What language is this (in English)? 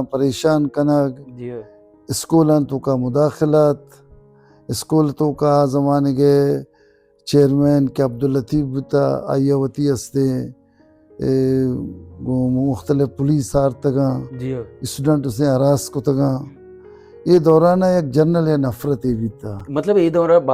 Baluchi